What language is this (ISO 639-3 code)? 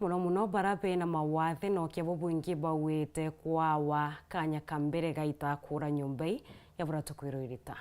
mer